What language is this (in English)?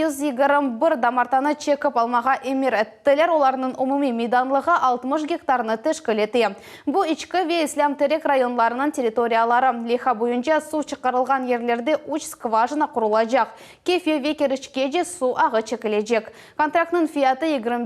Crimean Tatar